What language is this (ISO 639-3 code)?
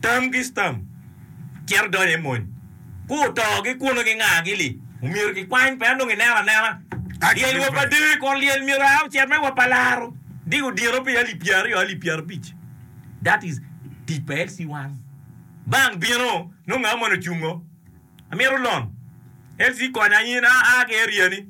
ach